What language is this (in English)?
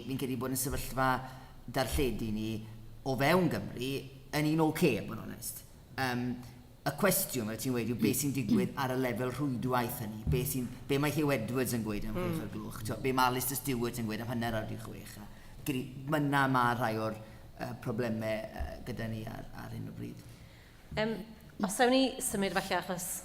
Welsh